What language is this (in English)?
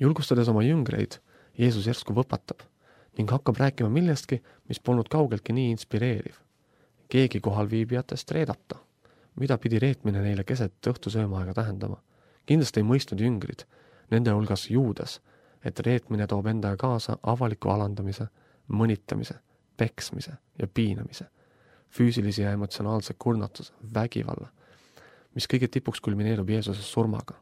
Estonian